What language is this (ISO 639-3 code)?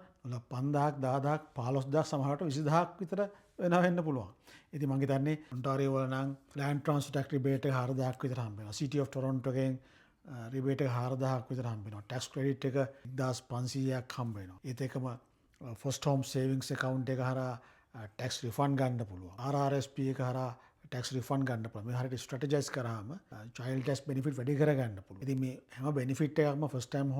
sin